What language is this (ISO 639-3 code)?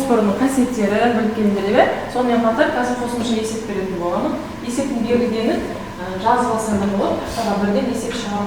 kaz